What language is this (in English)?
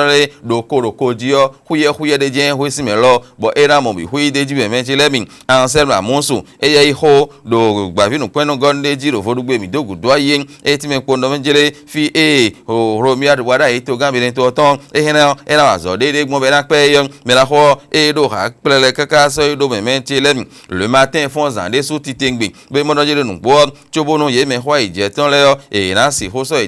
Fon